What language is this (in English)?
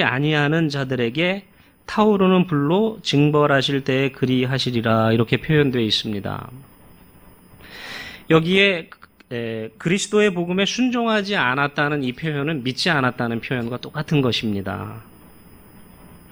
Korean